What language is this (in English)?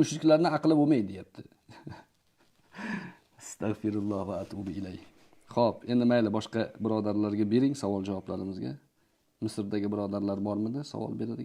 Uzbek